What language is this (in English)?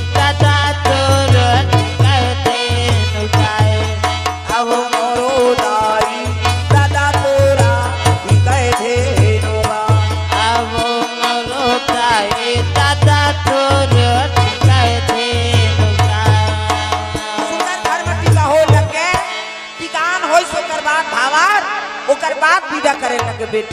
Chhattisgarhi